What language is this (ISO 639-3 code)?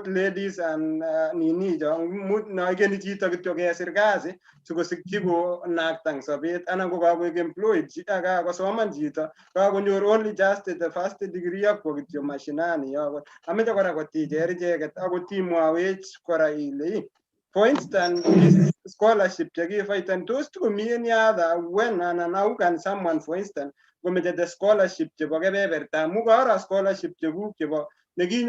kln